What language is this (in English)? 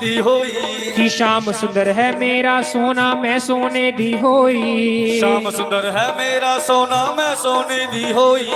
Dogri